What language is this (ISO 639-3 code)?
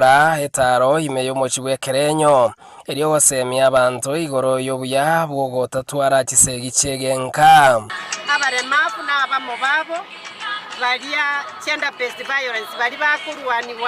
guz